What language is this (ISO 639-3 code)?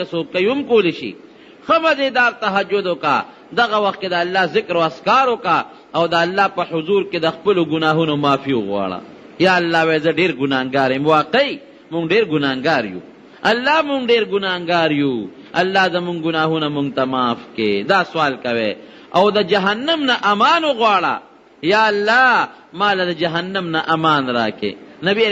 pus